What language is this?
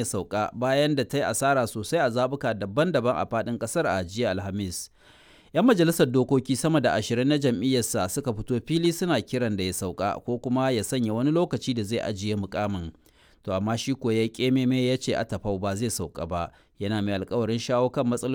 Hausa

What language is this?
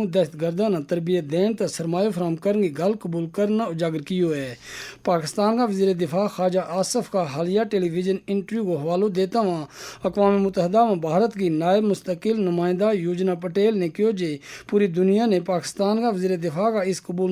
Gujari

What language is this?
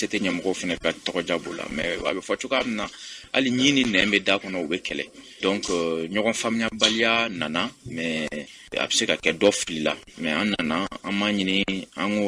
Bambara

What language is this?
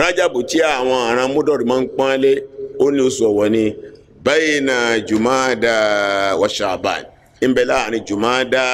Yoruba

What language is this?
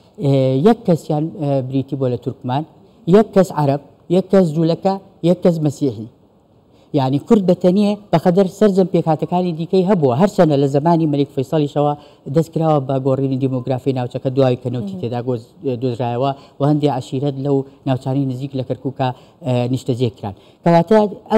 Central Kurdish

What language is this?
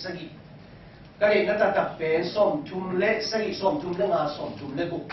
Tedim Chin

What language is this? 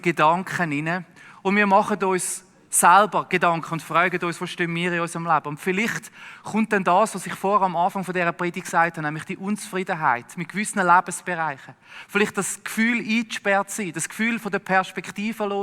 Swiss German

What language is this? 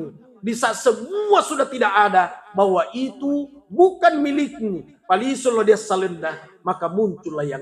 Buginese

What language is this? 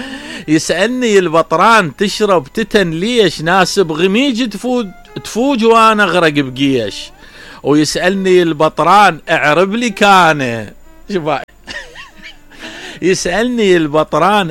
Mesopotamian Arabic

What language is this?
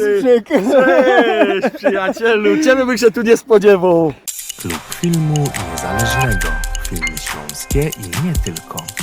Silesian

